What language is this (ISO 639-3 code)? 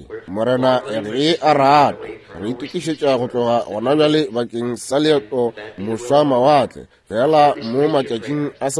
nso